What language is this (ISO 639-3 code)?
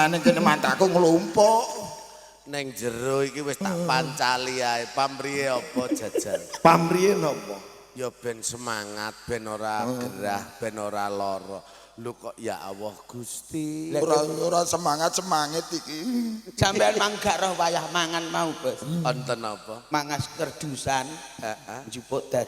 jav